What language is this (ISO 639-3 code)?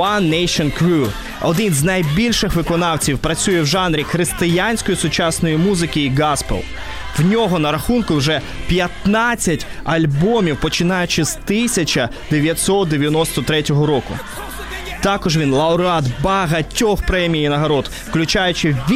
ukr